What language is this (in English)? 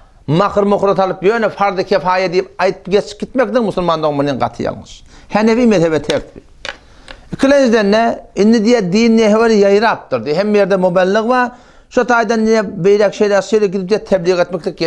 Turkmen